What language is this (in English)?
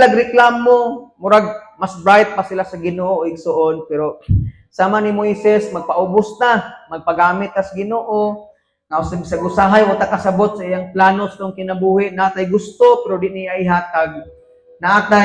Cebuano